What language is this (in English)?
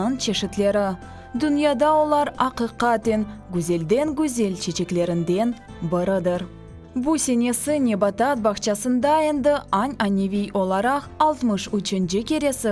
Crimean Tatar